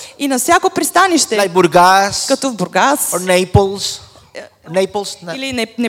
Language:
Bulgarian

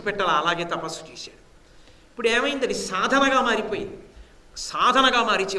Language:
Telugu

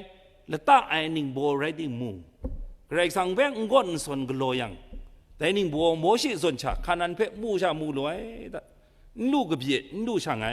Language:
Kachin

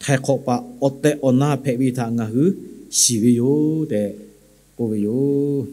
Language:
Lahu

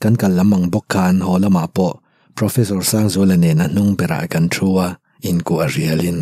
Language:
Mizo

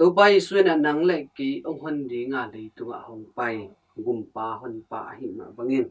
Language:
Tedim Chin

